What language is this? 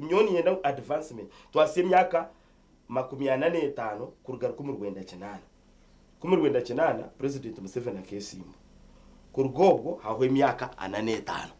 Nyankole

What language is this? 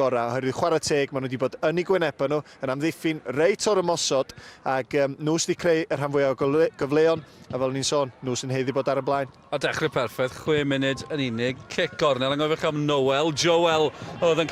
Welsh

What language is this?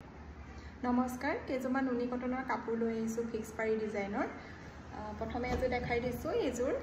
Assamese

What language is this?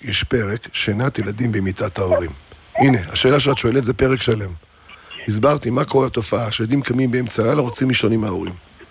Hebrew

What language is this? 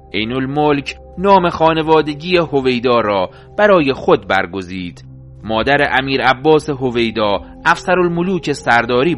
Persian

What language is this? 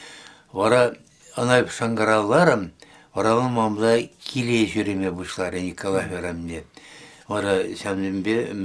Chuvash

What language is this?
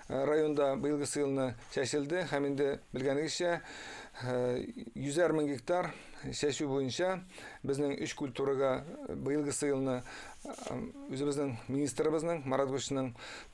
Tatar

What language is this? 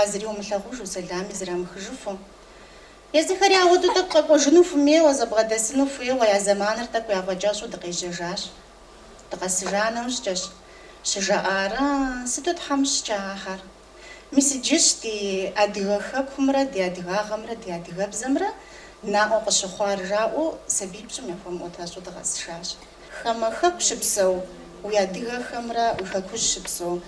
Kabardian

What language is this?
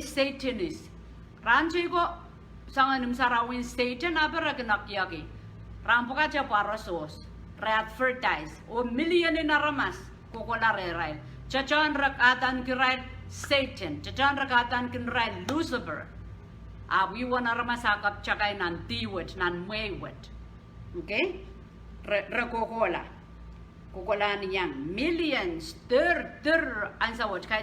Pohnpeian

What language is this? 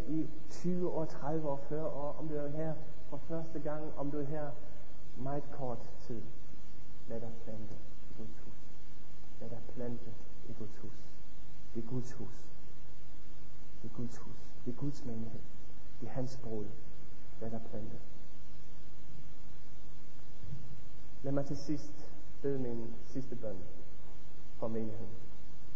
Danish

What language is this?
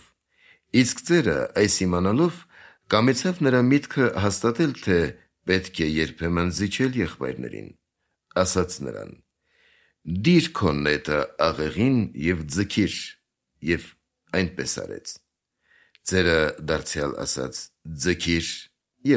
Armenian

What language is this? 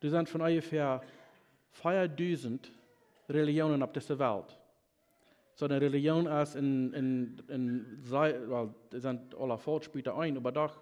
Plautdietsch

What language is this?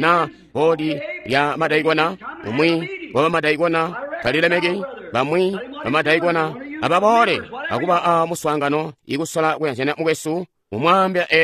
Tonga (Zambia)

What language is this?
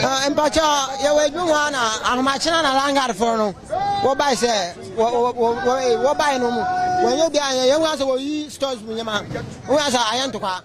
Akan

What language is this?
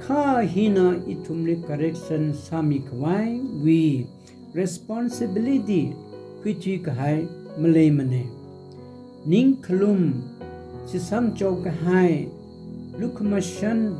Tangkhul Naga (India)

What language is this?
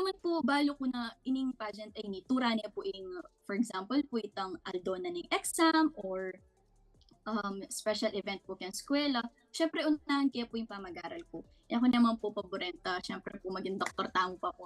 Pampanga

